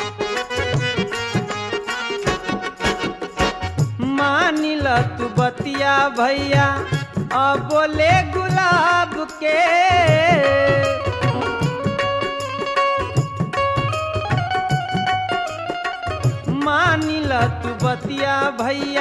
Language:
Bhojpuri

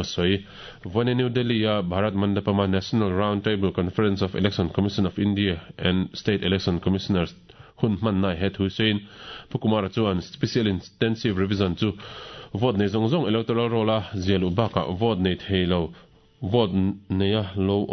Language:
Mizo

